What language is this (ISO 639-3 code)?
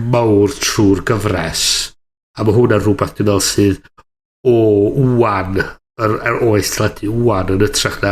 cym